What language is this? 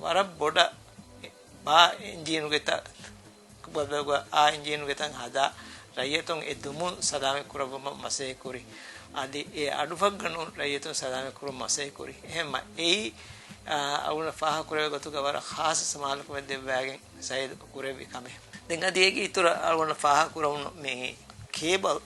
Divehi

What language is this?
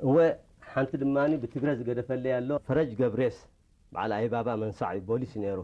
Tigrinya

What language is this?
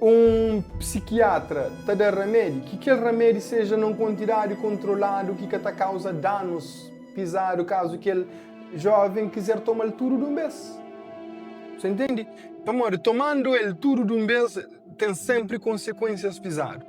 Kabuverdianu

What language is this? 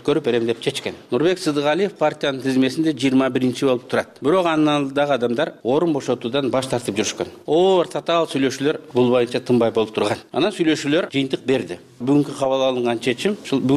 Kyrgyz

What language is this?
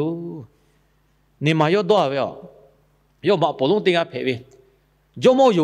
Lahu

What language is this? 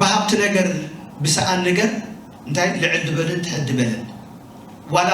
Tigrinya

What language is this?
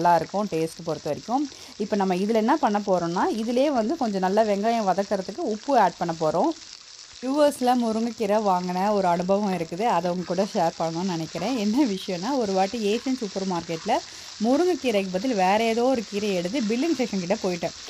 Tamil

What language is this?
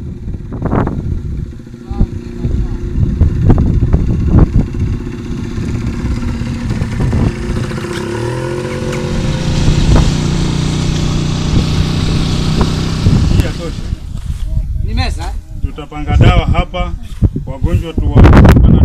Swahili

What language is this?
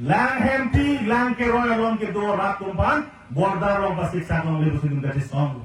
Karbi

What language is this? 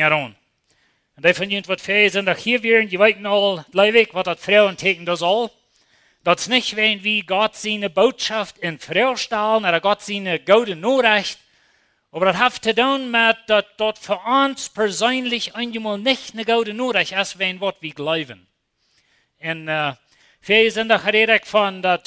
Plautdietsch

